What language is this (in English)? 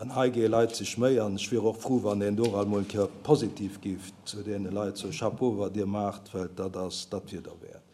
Luxembourgish